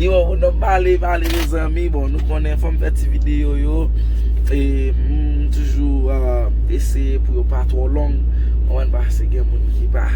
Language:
Haitian Creole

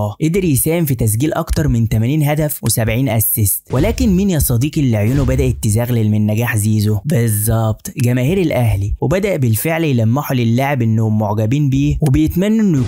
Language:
Egyptian Arabic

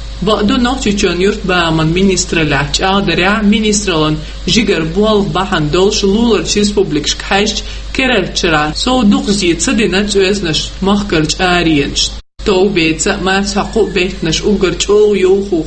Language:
Chechen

